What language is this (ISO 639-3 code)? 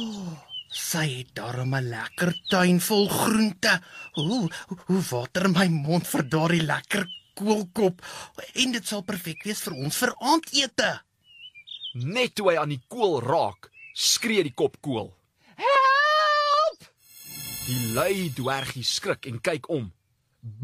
afr